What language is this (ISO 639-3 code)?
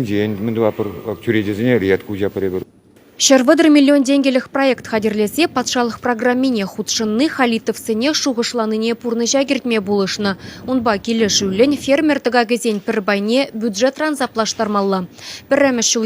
chv